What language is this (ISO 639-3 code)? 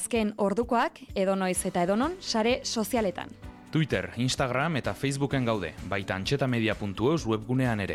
eus